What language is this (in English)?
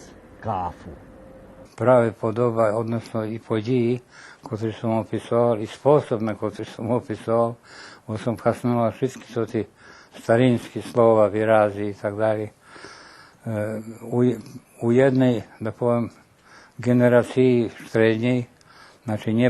Rusyn